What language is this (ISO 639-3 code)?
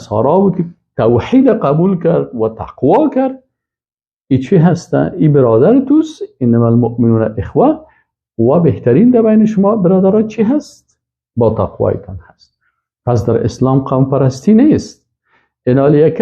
fas